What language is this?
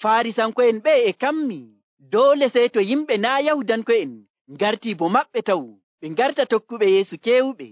Nigerian Fulfulde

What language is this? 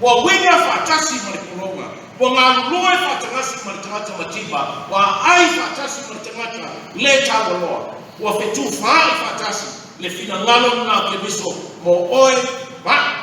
Samoan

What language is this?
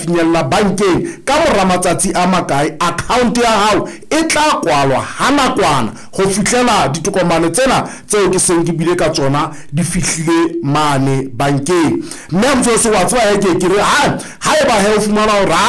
Southern Sotho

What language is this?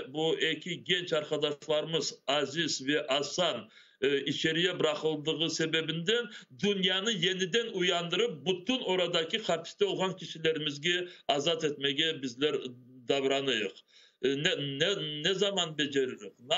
Crimean Tatar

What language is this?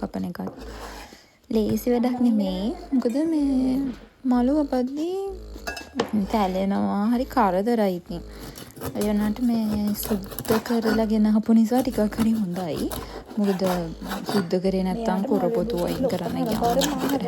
Sinhala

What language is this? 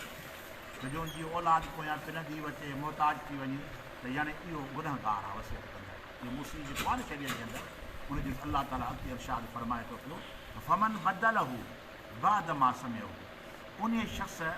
Sindhi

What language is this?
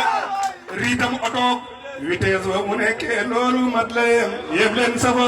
Wolof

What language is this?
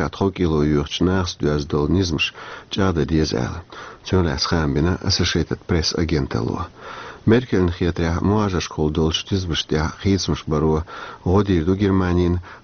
Chechen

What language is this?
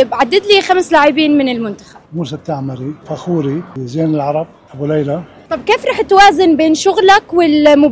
North Levantine Arabic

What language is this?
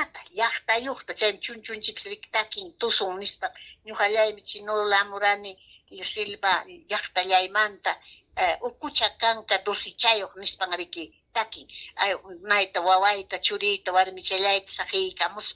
Ayacucho Quechua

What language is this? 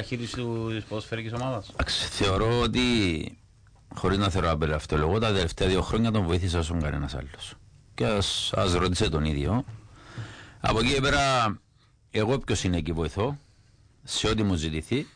Greek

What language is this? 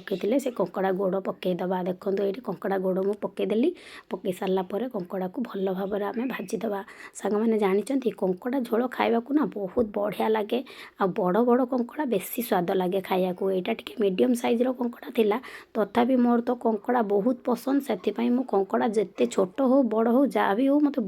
Odia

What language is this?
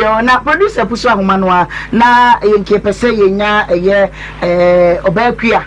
Akan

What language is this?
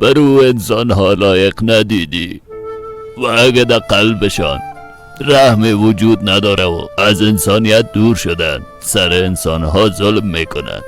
Persian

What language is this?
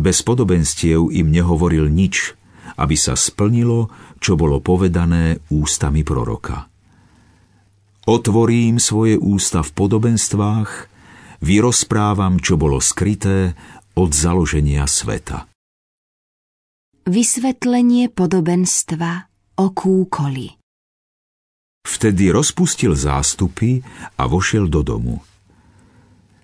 Slovak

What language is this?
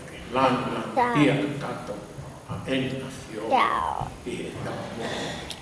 Tongan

